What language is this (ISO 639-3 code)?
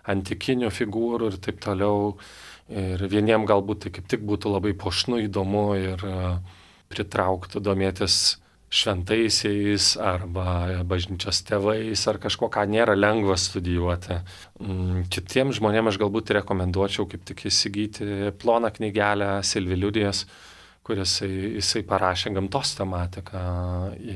lit